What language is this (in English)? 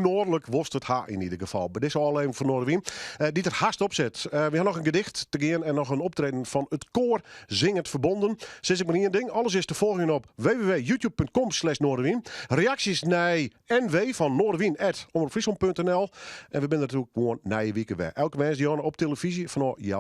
Western Frisian